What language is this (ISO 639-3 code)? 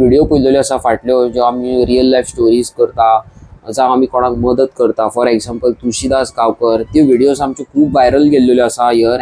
kok